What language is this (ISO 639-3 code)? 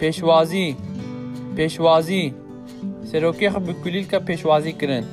kur